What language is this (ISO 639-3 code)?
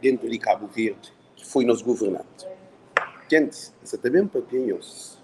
kea